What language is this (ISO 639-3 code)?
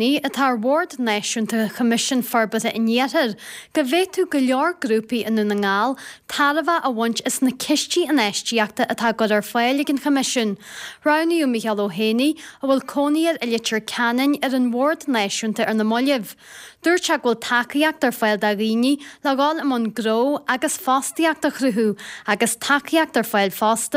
gle